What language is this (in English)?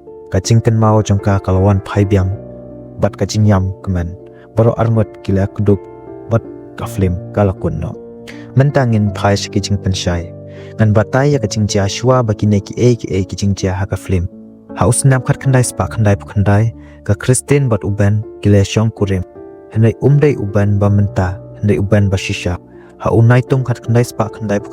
Khasi